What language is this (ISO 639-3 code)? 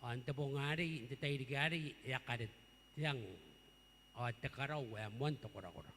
gil